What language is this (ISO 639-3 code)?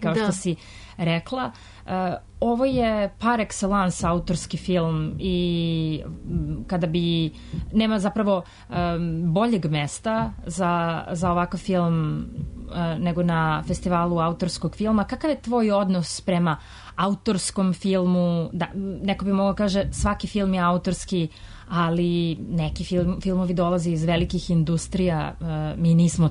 srp